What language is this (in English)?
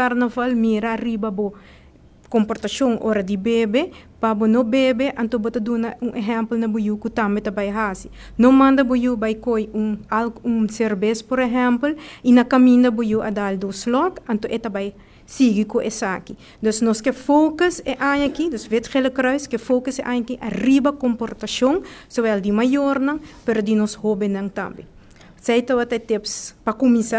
Papiamento